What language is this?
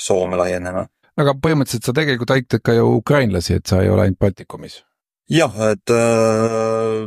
Estonian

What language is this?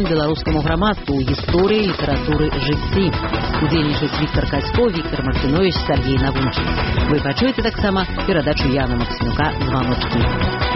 Belarusian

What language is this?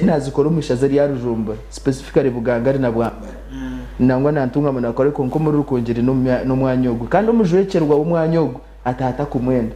Nyankole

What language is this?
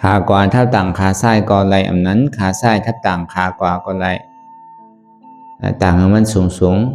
Shan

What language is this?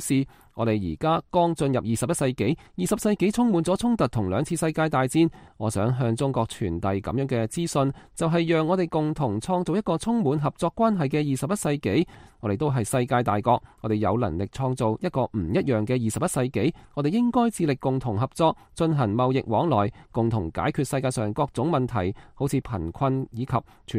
Cantonese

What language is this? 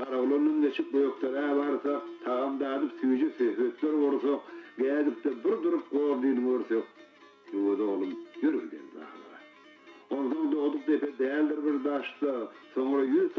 Turkmen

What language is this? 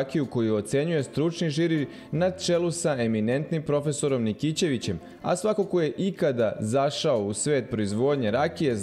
Serbian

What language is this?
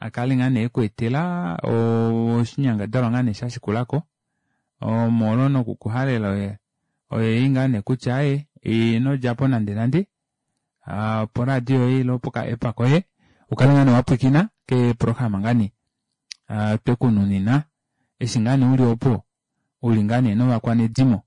Kuanyama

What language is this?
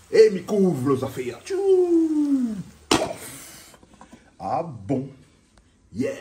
Réunion Creole French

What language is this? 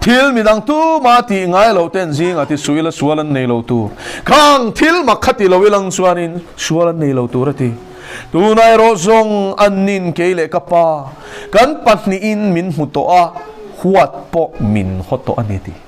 Mizo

